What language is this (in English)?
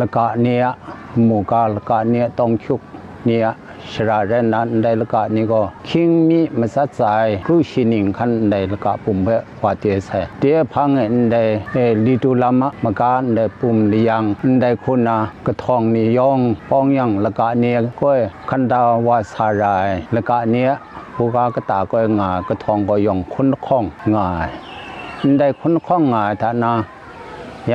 Kachin